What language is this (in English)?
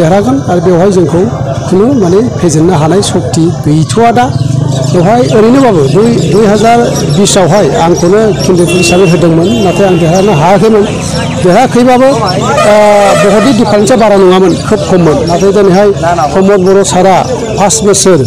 Bodo